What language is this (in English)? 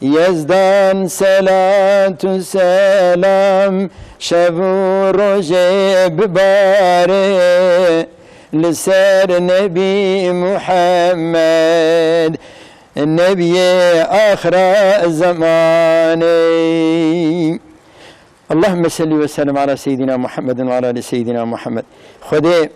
Kurdish